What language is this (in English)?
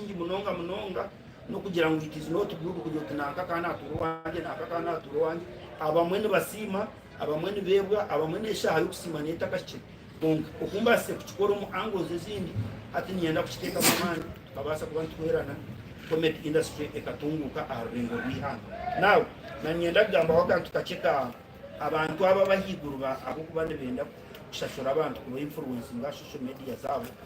Nyankole